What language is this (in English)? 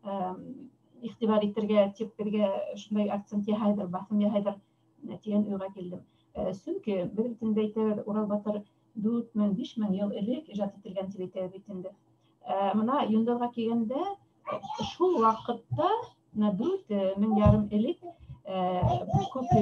Bashkir